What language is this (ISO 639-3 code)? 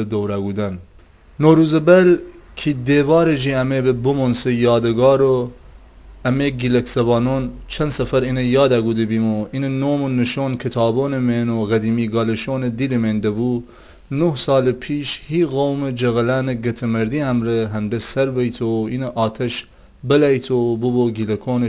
glk